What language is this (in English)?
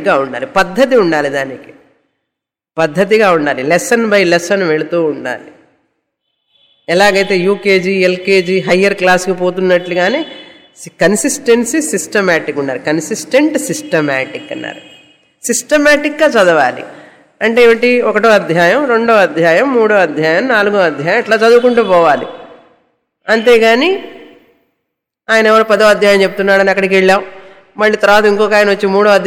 Telugu